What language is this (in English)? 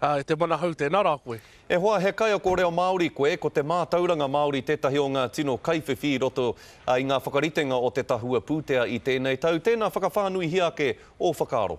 Māori